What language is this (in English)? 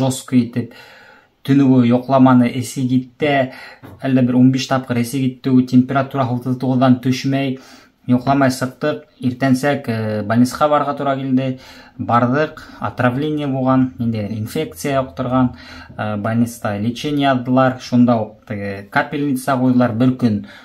Bashkir